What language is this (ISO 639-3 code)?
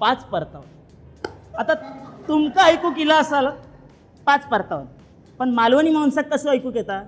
kok